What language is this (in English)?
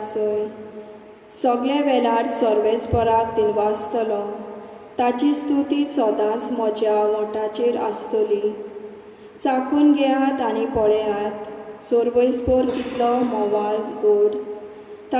Konkani